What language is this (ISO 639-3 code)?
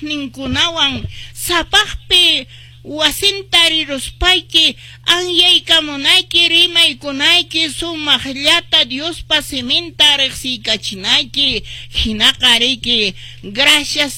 que